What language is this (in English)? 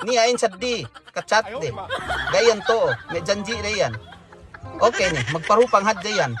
Yakan